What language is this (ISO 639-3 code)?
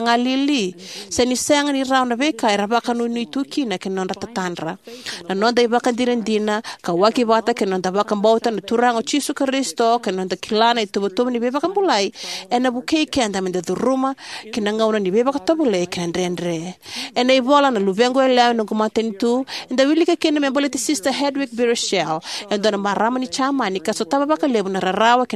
fij